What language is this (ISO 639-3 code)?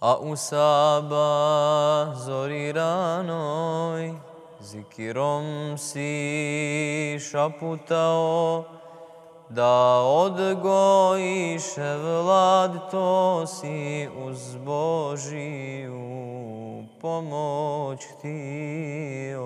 bos